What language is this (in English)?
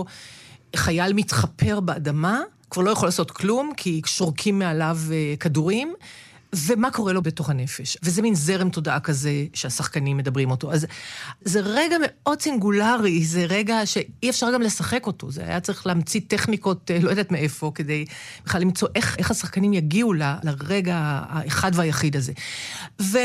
Hebrew